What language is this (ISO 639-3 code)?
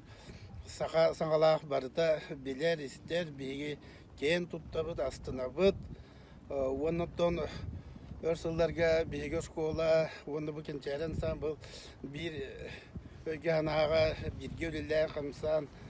sah